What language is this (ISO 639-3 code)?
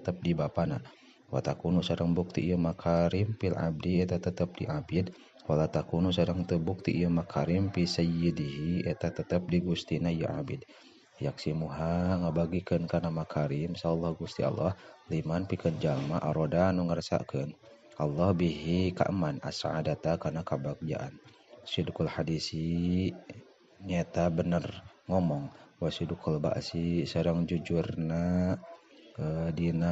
sun